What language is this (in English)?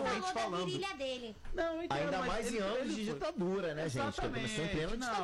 Portuguese